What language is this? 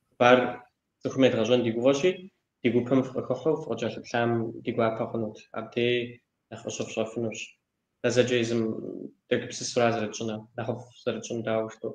Kabardian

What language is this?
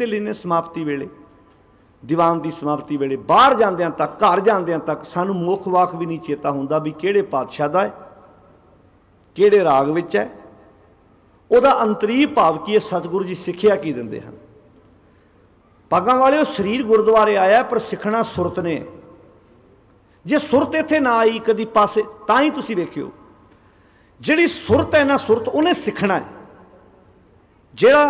Punjabi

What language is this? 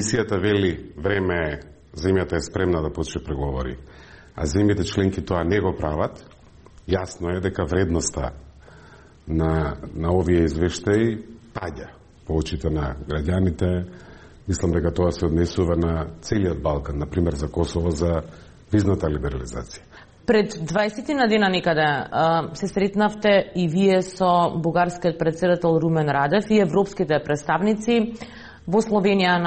Macedonian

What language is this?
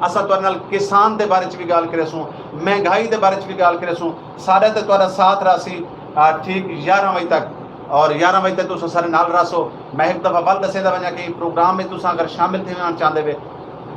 Saraiki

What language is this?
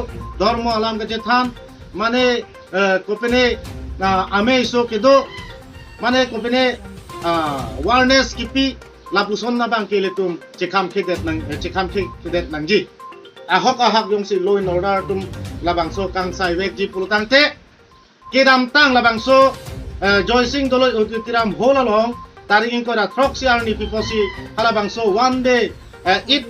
Karbi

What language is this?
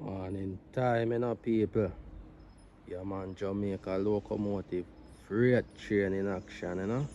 Jamaican Creole English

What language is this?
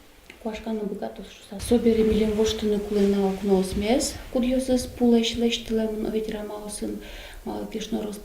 Udmurt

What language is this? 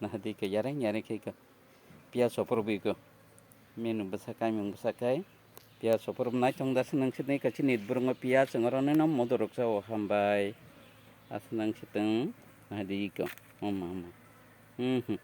Kok Borok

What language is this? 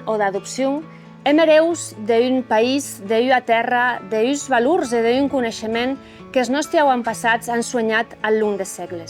Occitan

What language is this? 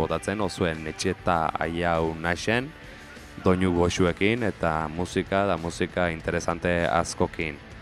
Basque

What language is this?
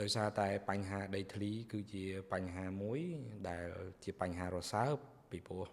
Khmer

